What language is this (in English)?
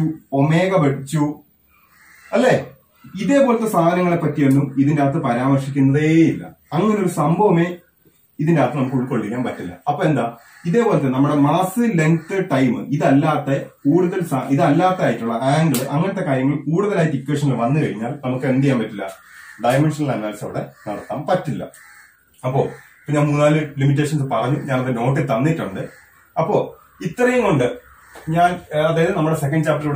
Malayalam